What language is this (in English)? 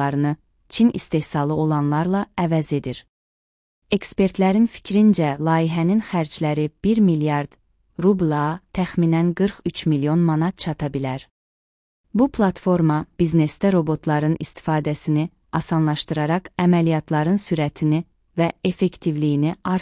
Azerbaijani